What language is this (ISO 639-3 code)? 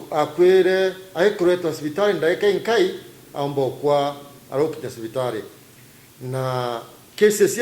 mer